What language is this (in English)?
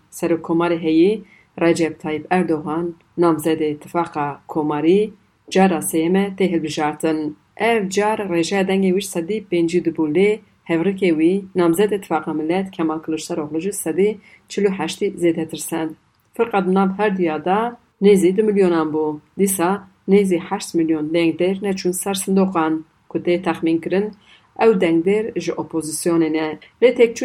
Kurdish